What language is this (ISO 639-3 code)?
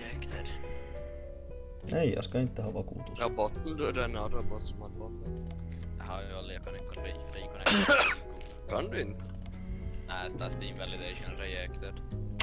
swe